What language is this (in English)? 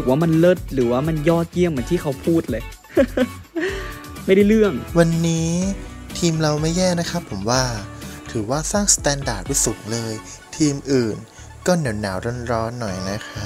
Thai